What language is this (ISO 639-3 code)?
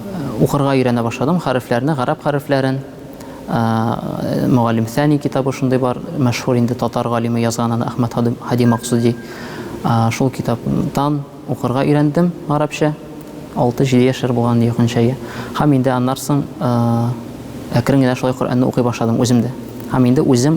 tat